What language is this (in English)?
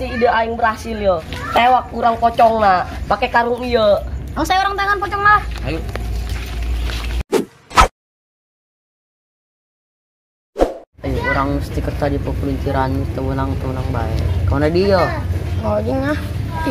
Sundanese